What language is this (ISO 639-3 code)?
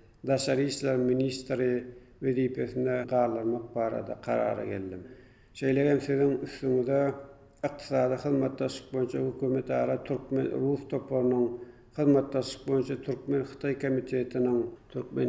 tuk